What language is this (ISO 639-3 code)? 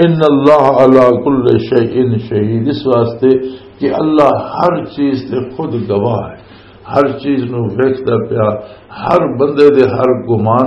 lah